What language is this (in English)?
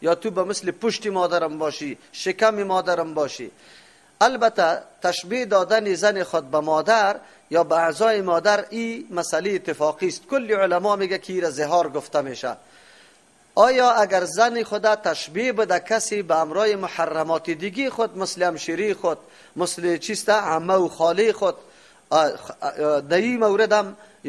Persian